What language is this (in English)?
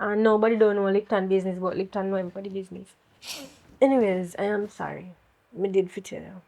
Jamaican Creole English